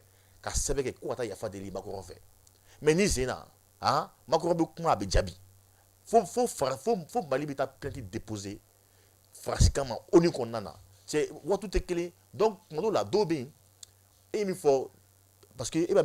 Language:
Bambara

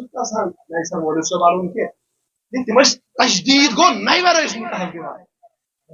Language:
Kashmiri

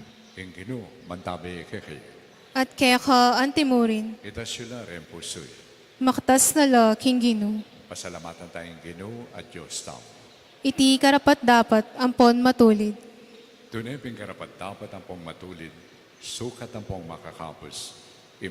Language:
Pampanga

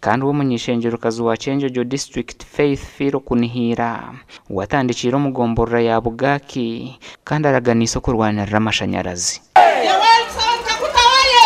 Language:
Nyankole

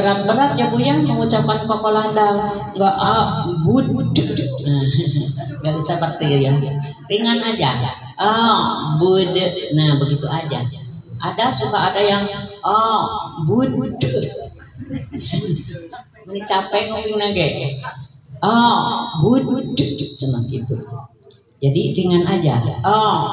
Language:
Indonesian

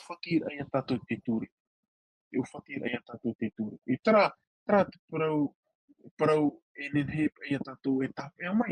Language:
Tahitian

